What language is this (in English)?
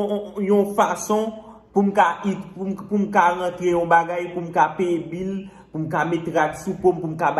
Haitian Creole